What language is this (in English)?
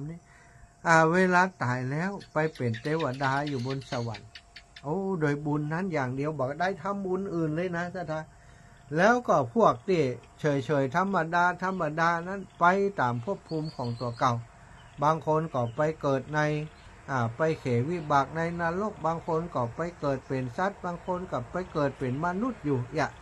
Thai